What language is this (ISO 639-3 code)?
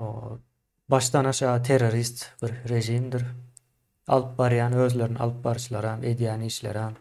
tuk